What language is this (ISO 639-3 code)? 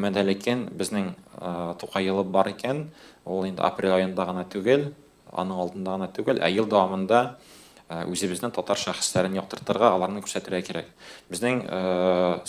tat